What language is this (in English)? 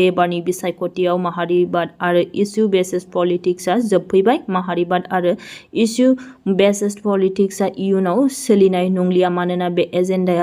Bodo